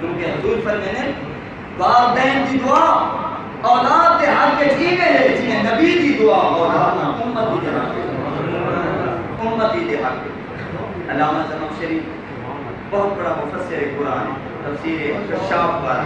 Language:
Saraiki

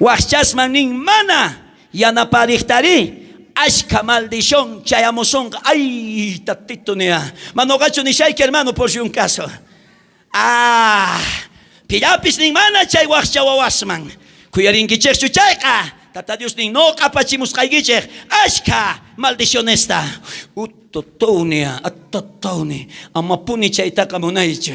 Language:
South Bolivian Quechua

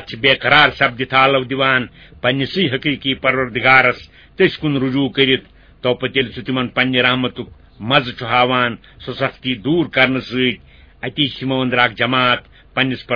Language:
Kashmiri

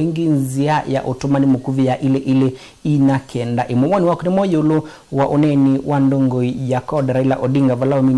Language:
Kamba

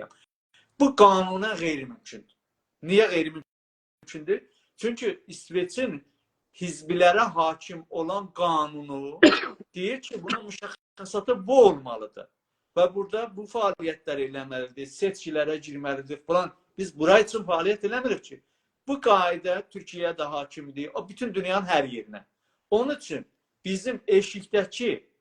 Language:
South Azerbaijani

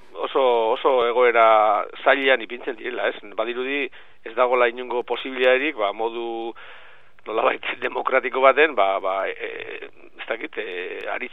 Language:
Basque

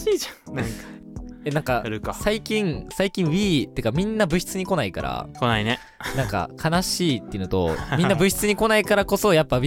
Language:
Japanese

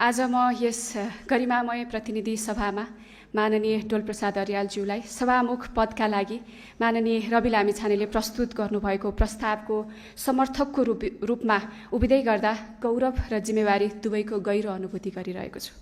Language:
Nepali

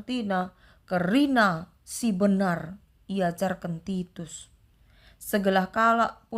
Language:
Batak Karo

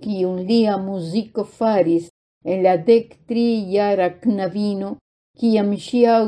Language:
Esperanto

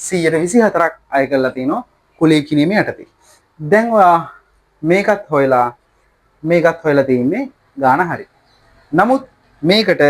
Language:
Sinhala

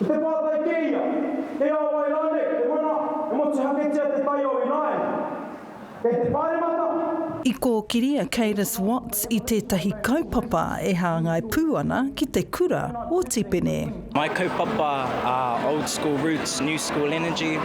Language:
Māori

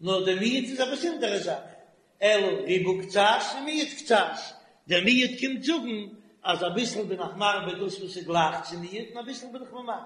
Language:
Yiddish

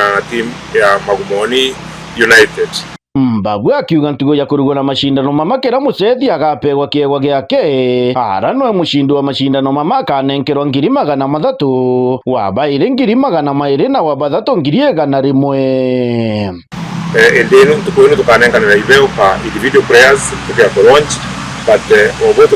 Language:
Meru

